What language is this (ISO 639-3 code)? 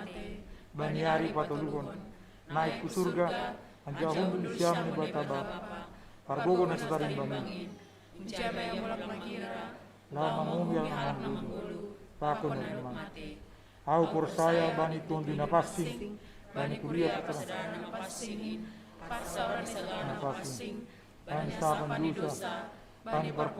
bts